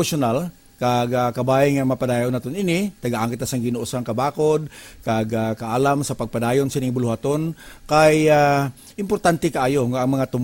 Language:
Hiligaynon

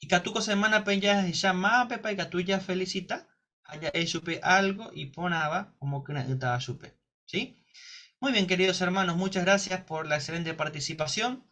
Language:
Guarani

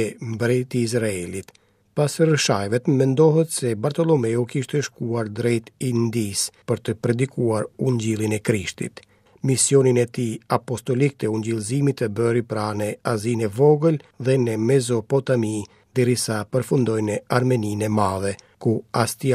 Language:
Albanian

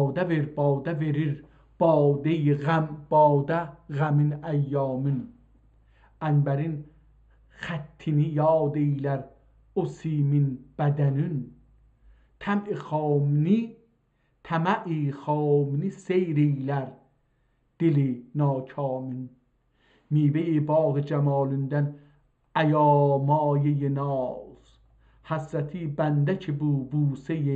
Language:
South Azerbaijani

